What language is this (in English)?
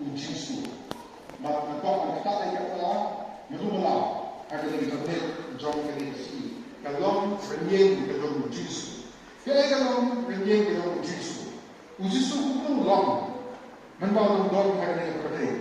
Khasi